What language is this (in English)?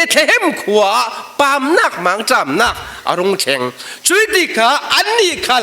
Falam Chin